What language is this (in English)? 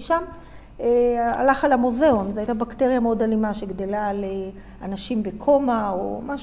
Hebrew